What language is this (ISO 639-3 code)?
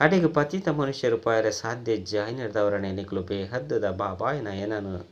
tcy